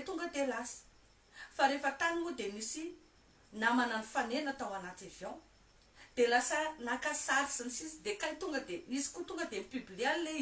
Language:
Malagasy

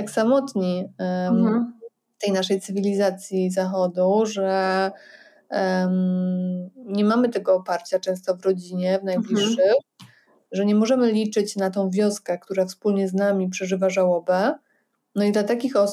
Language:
Polish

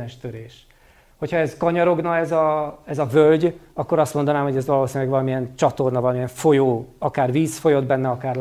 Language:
Hungarian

